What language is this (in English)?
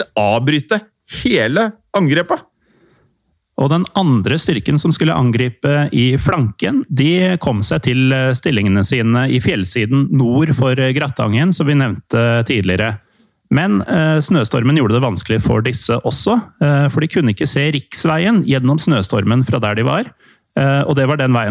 Norwegian